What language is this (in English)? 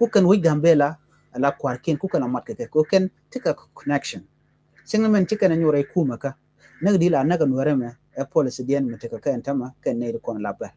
Nuer